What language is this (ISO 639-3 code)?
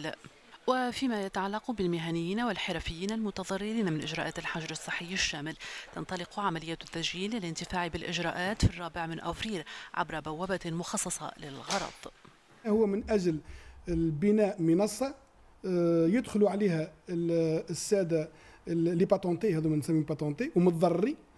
aeb